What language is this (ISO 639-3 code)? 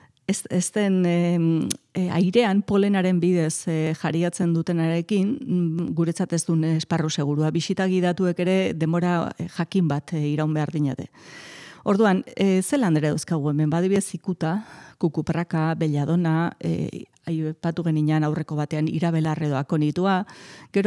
eus